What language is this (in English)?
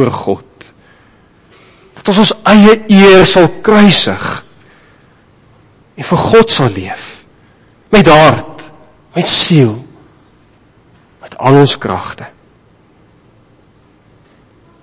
Afrikaans